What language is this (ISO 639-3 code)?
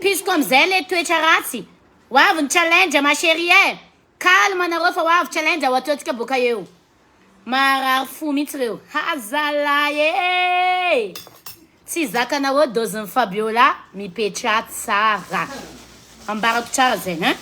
mlg